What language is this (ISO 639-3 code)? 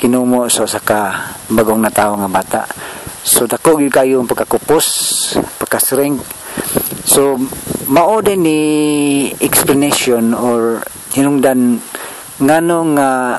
ceb